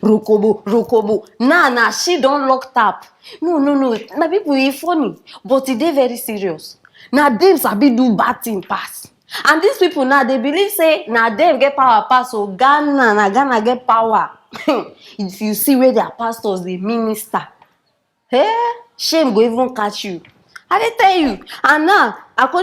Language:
Nigerian Pidgin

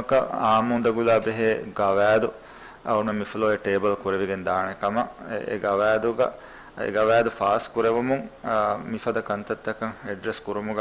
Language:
Divehi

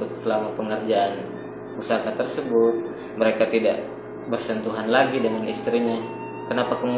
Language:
Buginese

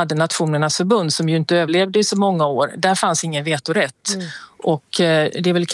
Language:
Swedish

